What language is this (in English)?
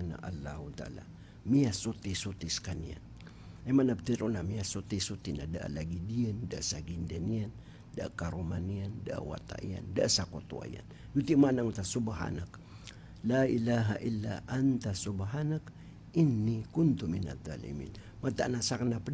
Maranao